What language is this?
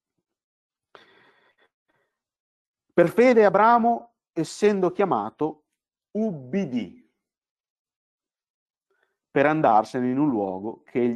Italian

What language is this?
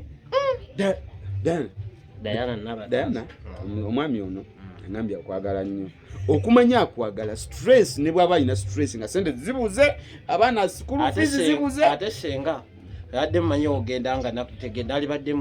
Ganda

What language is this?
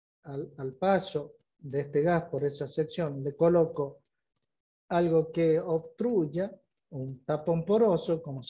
Spanish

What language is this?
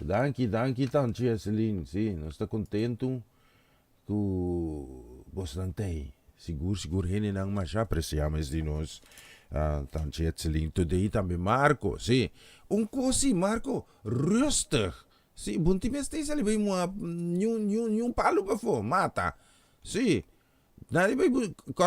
Papiamento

